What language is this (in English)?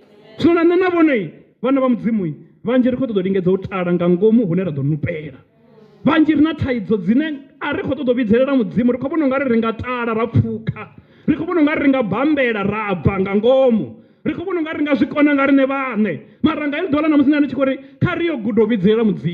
Venda